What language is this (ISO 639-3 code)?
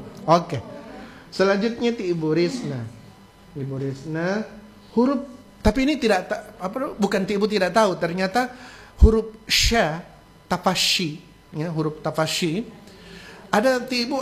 ind